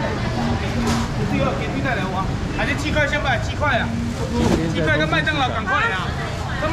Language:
Chinese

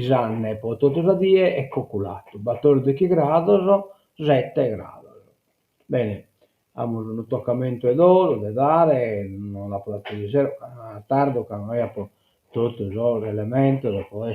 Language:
Sardinian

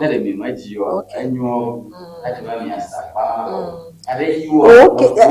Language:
Ewe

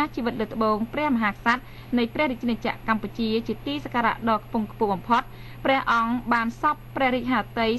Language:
Khmer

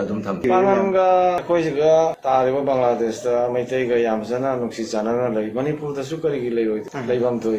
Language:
Manipuri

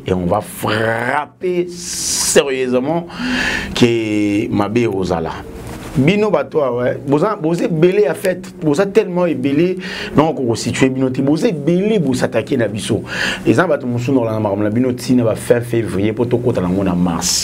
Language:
Lingala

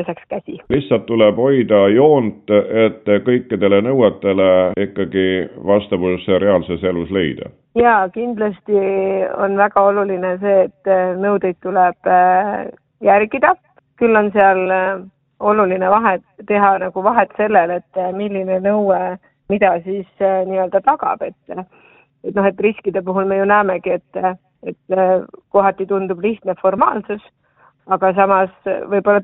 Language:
Estonian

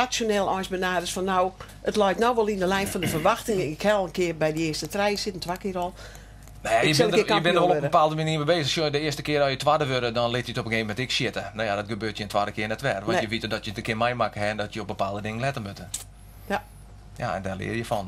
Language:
Western Frisian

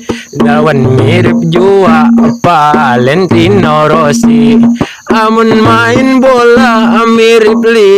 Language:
Banjar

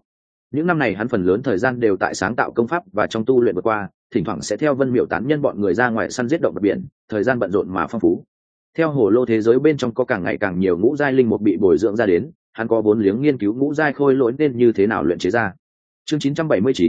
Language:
Vietnamese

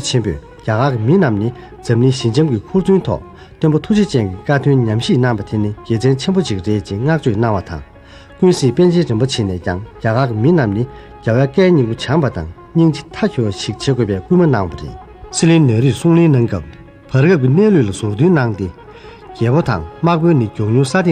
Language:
Tibetan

